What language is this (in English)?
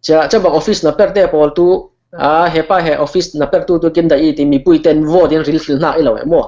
Falam Chin